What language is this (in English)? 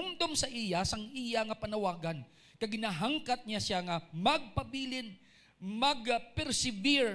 Hiligaynon